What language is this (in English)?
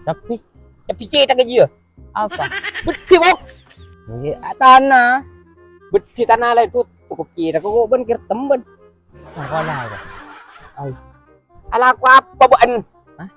Madurese